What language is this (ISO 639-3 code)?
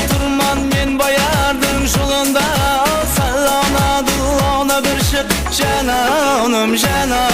kaa